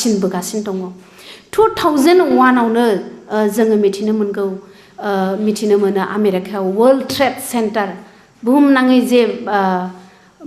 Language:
Bodo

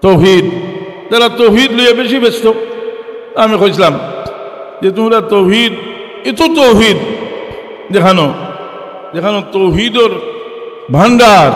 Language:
Sylheti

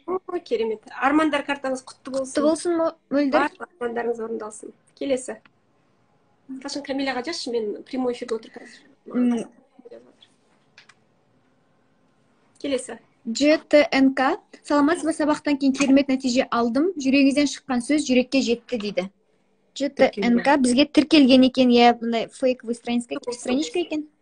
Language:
Kazakh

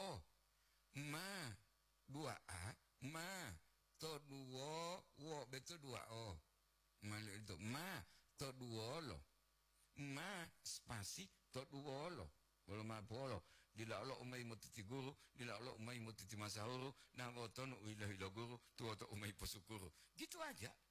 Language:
Gorontalo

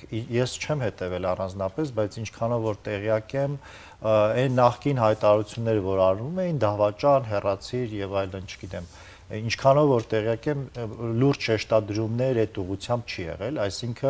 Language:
Armenian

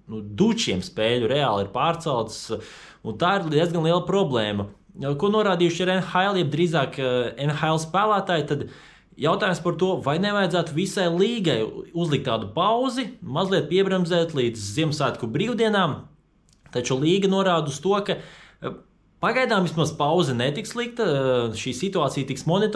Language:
Latvian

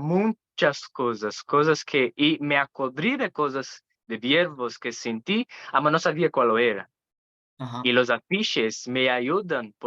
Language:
Ladino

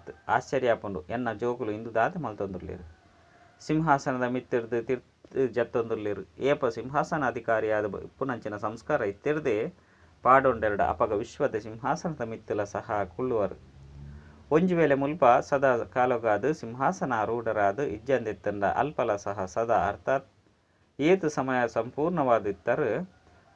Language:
Tulu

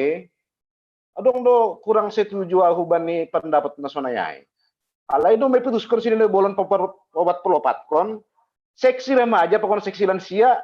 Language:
Batak Simalungun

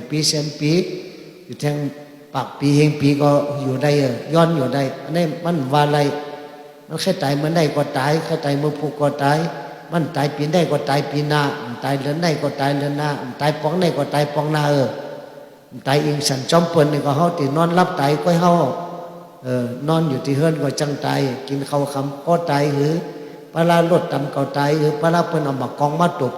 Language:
Shan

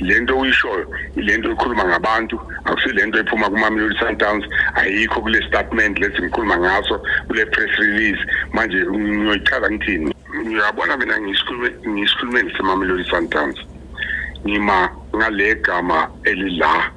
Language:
Zulu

